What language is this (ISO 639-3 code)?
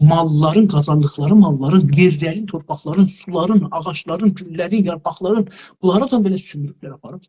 azb